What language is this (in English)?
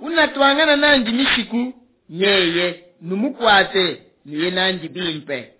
Luba-Lulua